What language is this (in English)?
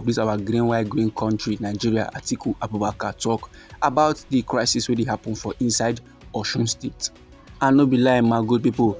Nigerian Pidgin